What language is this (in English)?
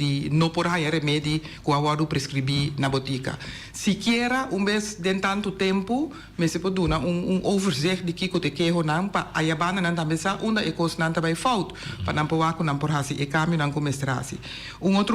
Papiamento